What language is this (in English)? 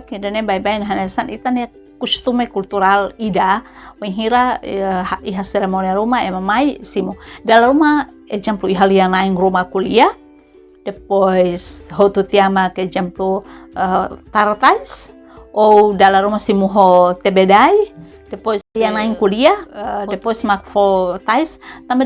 Tetum